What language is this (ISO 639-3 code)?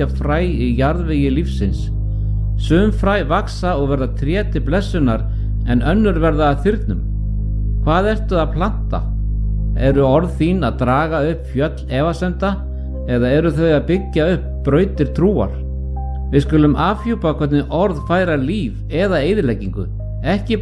isl